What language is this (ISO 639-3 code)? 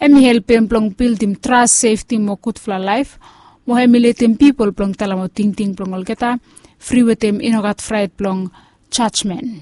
bis